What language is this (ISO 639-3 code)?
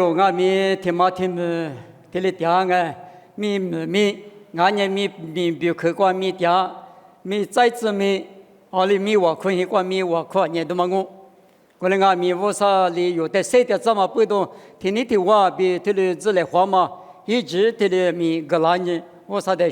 lis